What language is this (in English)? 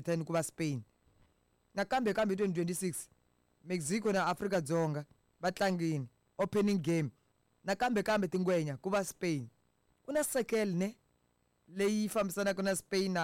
Tsonga